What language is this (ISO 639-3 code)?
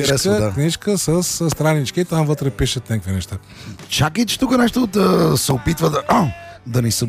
bul